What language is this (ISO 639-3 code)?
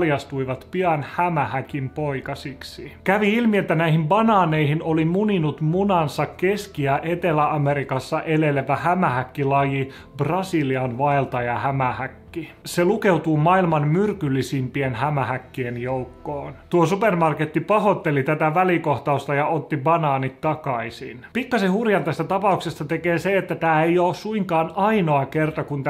fin